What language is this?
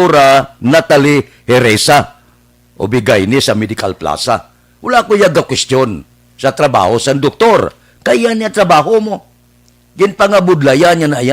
Hiligaynon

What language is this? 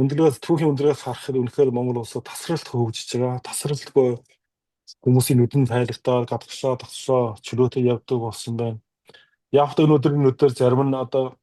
Mongolian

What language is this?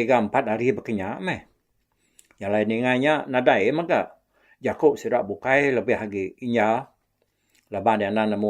Iban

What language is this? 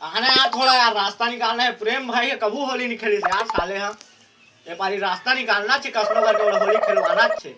Chhattisgarhi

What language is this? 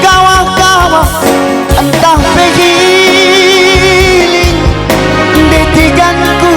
Batak Karo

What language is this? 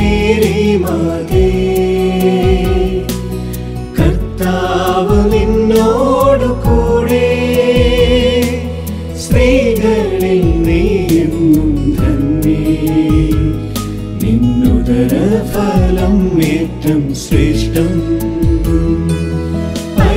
Malayalam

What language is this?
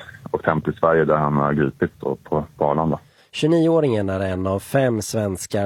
Swedish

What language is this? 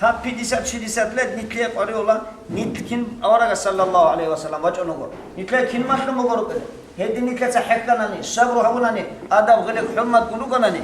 Avaric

